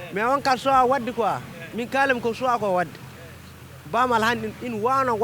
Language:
Fula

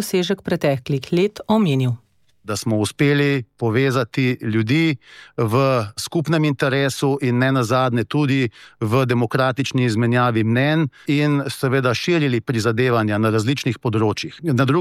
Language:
Slovenian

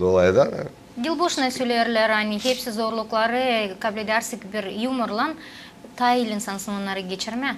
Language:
Gagauz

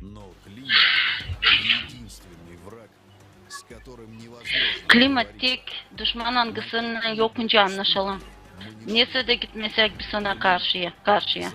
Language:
Gagauz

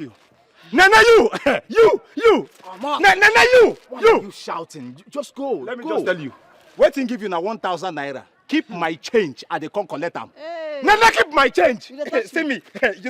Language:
Nigerian Pidgin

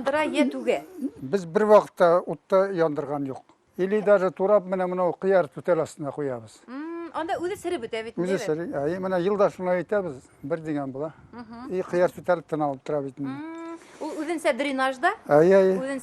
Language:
Bashkir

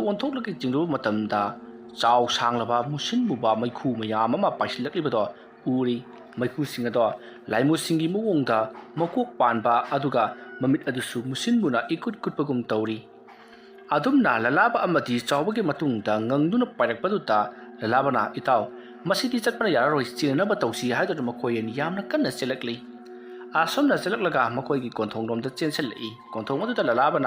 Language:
Manipuri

